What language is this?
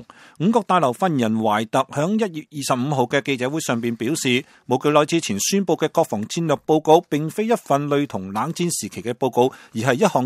Cantonese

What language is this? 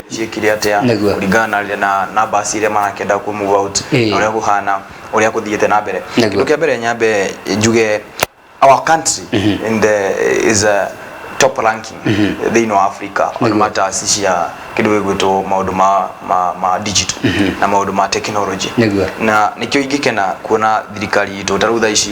Kikuyu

